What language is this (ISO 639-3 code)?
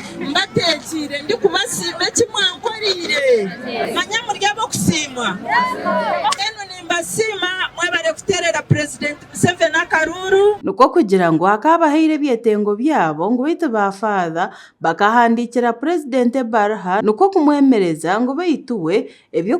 nyn